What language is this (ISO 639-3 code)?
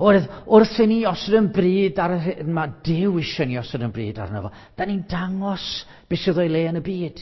cym